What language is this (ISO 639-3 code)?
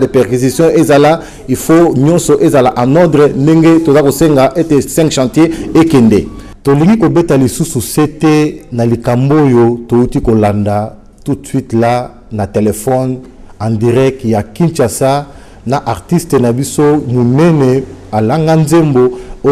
lin